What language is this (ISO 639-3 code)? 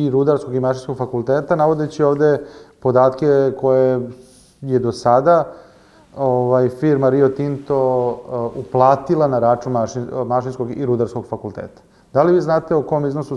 srp